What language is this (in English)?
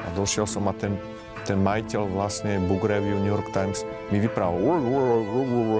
Slovak